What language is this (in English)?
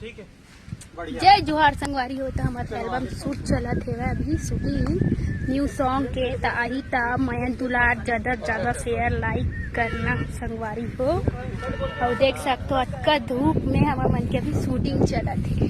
Chhattisgarhi